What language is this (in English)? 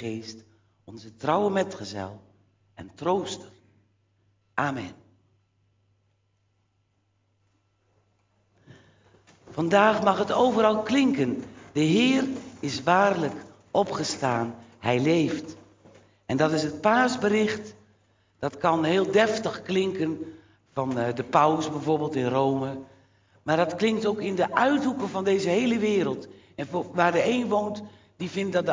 Dutch